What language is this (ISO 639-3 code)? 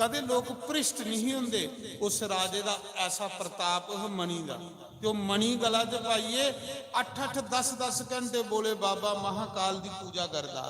doi